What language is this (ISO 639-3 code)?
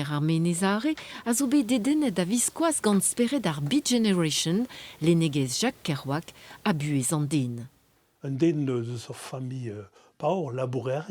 bre